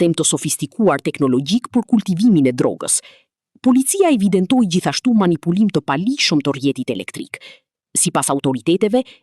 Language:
Albanian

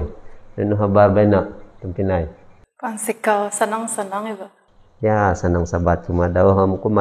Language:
Central Dusun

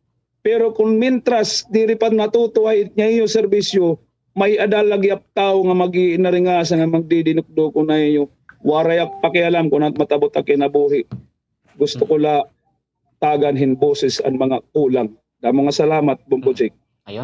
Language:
Waray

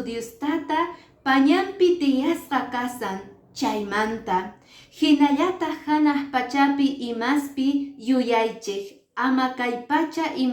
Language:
Quechua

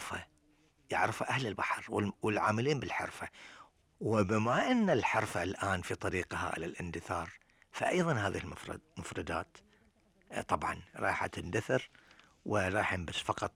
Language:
Gulf Arabic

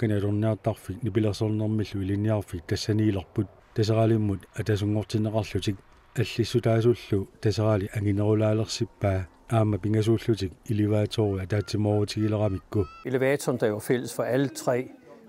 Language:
Kalaallisut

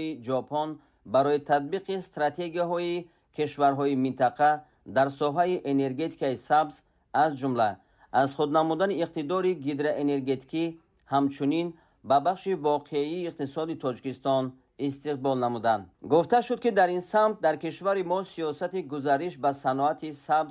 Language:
Tajik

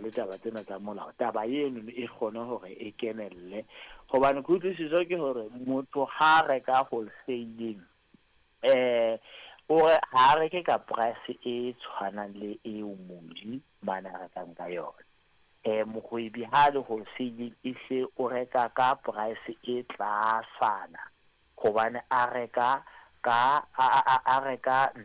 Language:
Southern Sotho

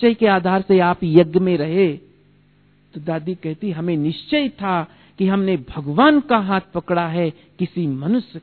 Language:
Hindi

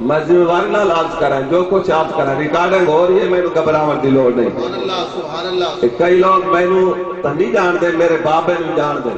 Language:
Saraiki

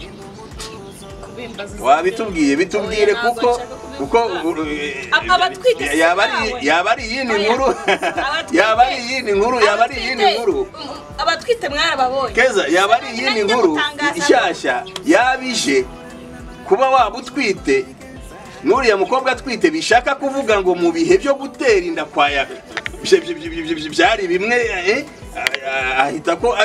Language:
Kinyarwanda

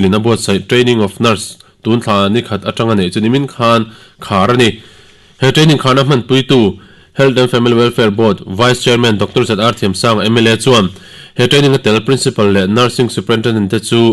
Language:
Mizo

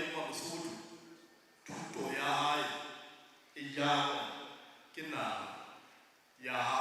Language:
Southern Sotho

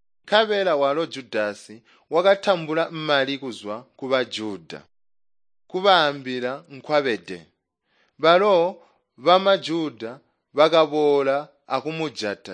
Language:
Tonga (Zambia)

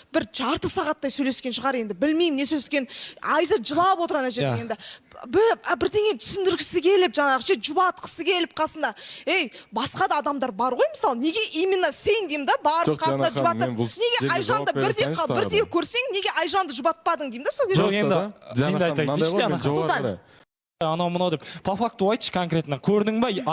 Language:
Kazakh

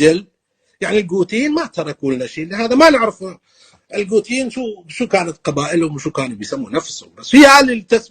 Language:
North Levantine Arabic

